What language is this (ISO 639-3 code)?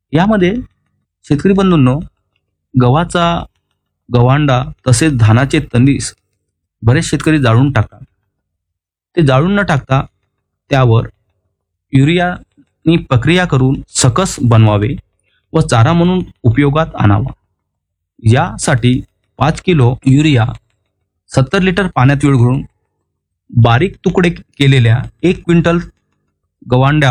mar